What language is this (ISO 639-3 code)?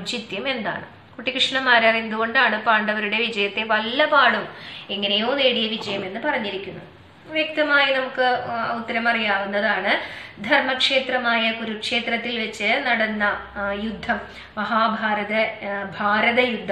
mal